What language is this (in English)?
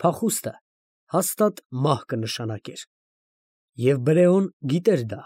Armenian